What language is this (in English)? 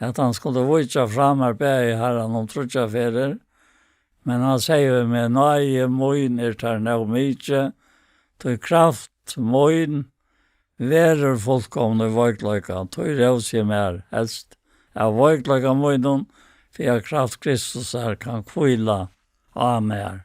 Faroese